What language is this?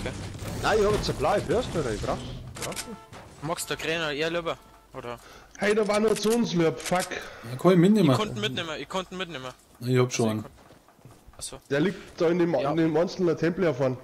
Bavarian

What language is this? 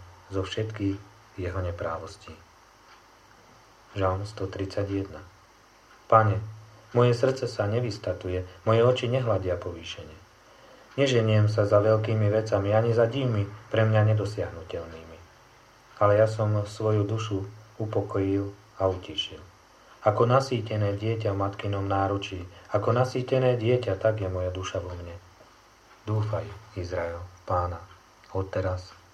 Slovak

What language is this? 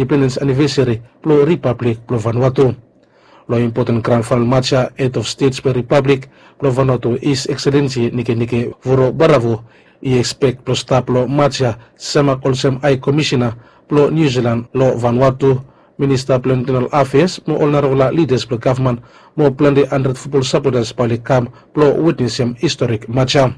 Bislama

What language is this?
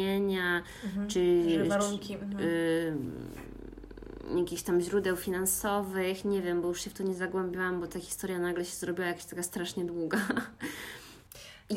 Polish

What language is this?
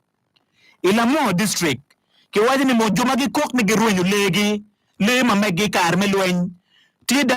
Acoli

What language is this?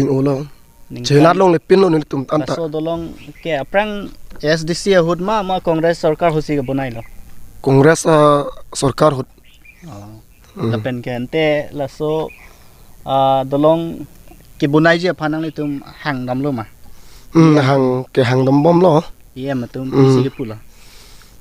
Karbi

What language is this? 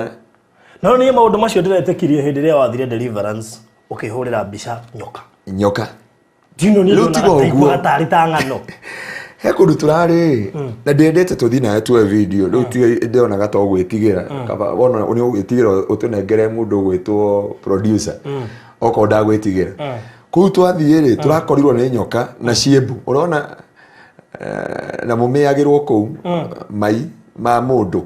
Kikuyu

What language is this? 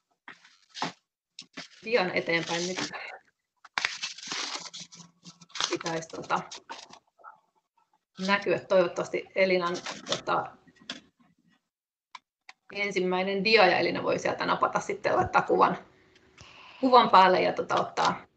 Finnish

